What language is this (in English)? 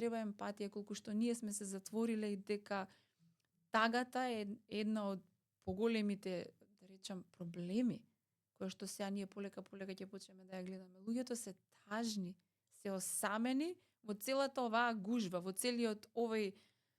Macedonian